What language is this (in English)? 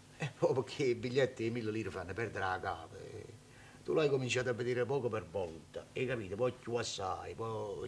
Neapolitan